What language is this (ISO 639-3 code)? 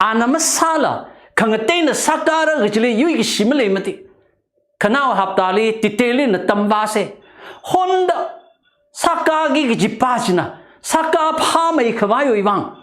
nmf